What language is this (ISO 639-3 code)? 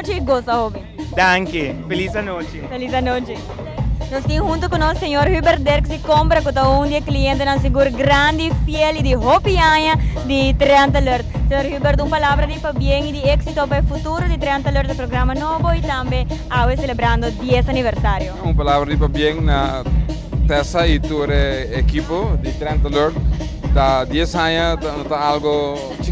pap